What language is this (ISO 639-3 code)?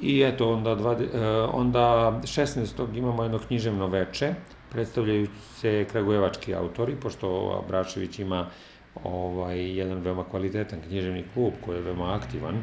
srp